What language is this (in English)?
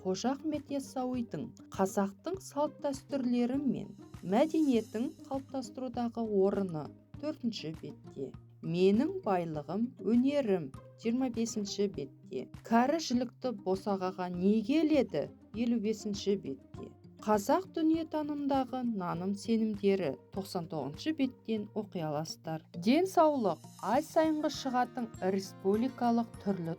Kazakh